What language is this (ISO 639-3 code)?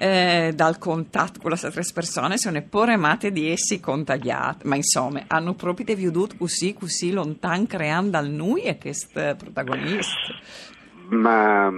fur